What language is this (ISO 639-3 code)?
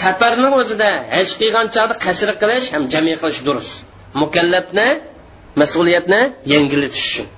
uig